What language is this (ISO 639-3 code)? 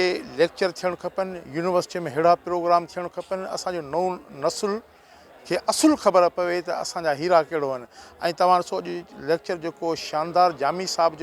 snd